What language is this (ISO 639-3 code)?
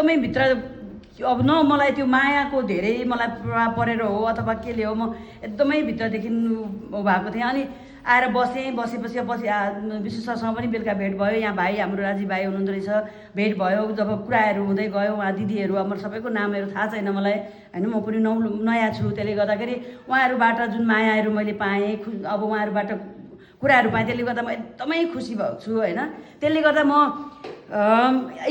nep